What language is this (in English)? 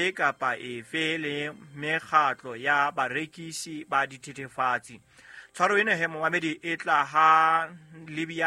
Southern Sotho